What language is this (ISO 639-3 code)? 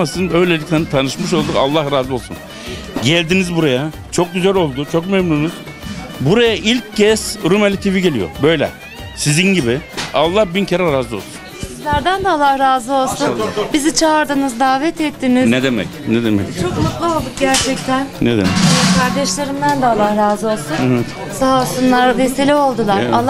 tur